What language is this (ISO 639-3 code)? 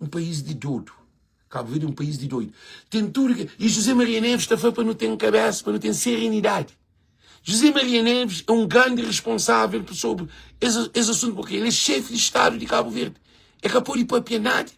kea